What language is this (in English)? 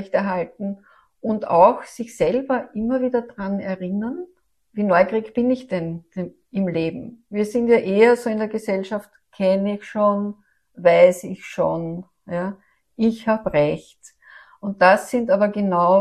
German